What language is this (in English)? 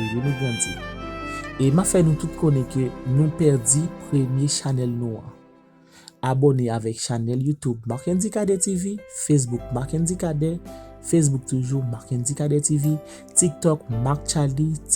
Haitian Creole